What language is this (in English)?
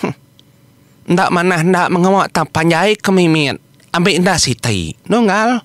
Iban